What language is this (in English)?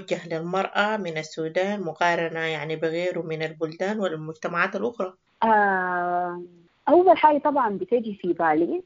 Sudanese Arabic